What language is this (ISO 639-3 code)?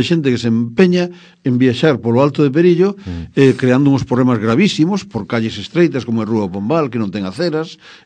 glg